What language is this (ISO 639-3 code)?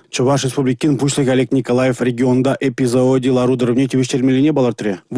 chv